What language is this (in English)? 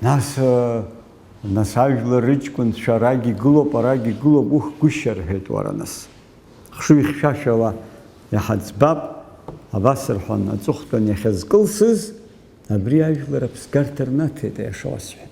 Abkhazian